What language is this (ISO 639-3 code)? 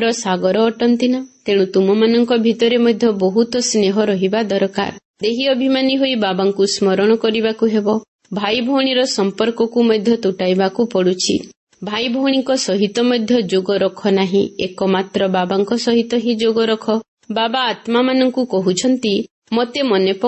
ori